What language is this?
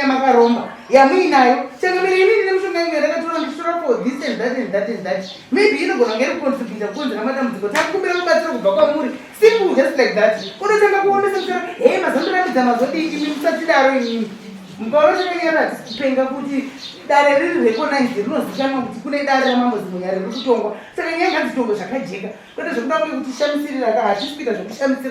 Shona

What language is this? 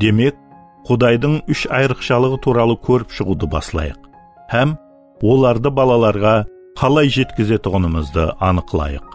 Kara-Kalpak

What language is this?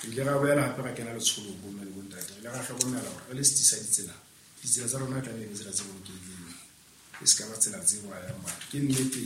Southern Sotho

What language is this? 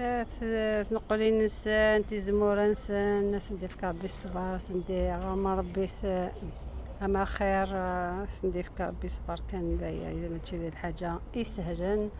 Algerian Arabic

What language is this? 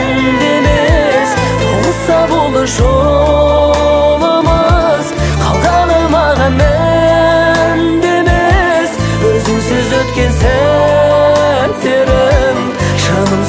Kazakh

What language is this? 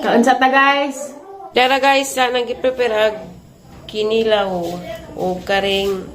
Cebuano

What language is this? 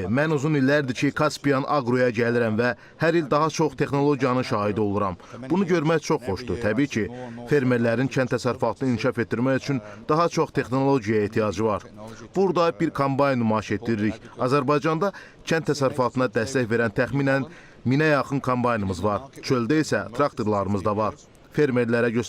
Azerbaijani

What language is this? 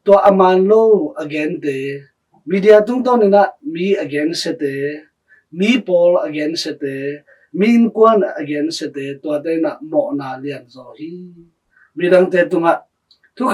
Tedim Chin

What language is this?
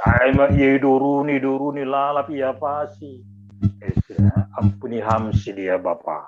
Batak Simalungun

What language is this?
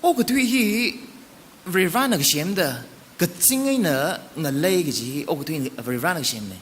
Tangkhul Naga (India)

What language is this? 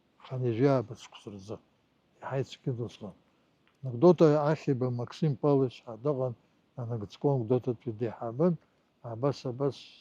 Abkhazian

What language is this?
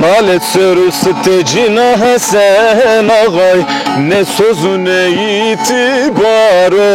Zaza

